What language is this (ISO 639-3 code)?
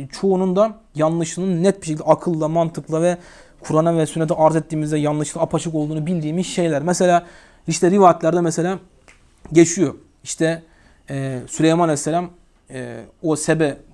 tur